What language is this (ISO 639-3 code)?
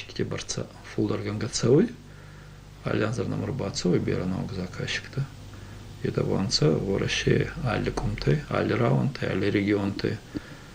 oss